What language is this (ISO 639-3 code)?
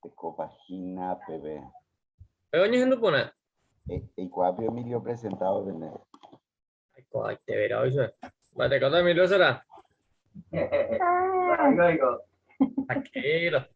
grn